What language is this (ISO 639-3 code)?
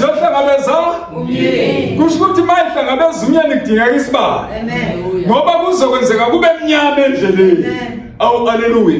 zul